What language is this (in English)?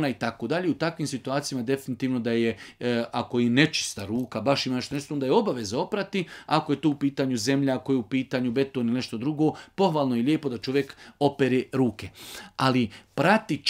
Bosnian